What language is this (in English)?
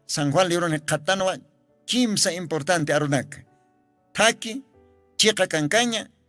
Aymara